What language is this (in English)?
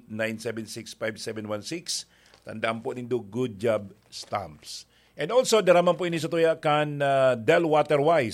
Bikol